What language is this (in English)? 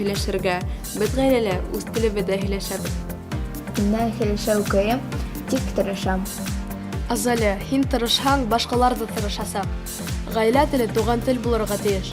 Bashkir